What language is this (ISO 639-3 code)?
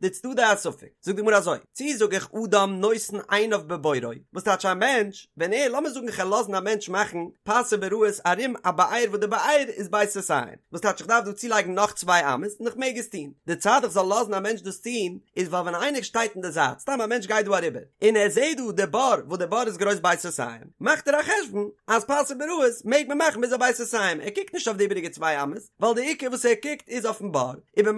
yid